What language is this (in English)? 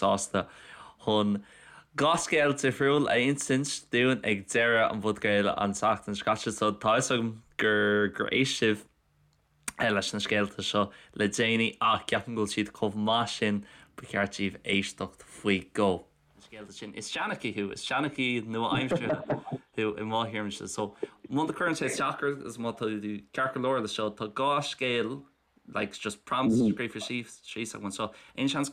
Irish